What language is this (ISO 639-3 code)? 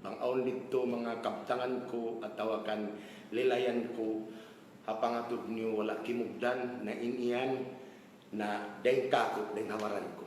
tsg